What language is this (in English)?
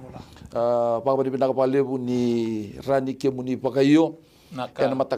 Fijian